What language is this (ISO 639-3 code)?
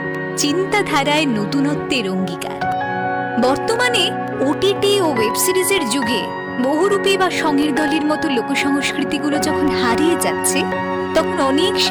ben